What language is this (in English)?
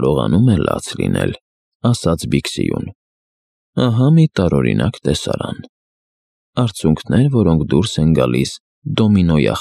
Armenian